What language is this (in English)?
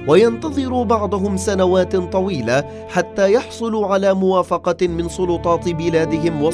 Arabic